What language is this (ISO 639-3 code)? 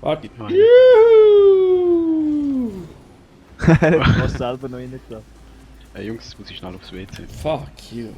gsw